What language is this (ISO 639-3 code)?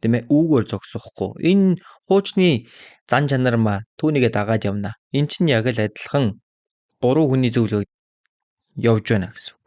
mon